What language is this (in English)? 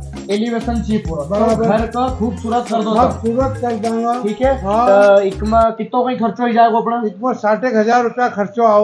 Rajasthani